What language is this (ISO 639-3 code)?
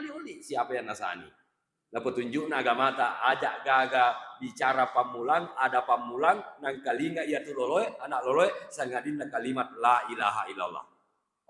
bug